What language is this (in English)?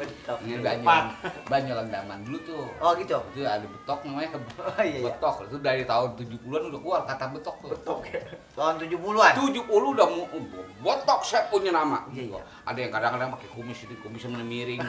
Betawi